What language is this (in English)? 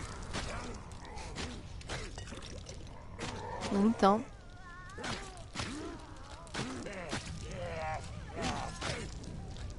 French